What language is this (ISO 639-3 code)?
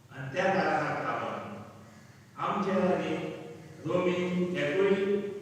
kok